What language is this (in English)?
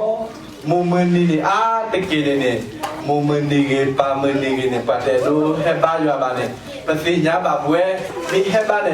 S'gaw Karen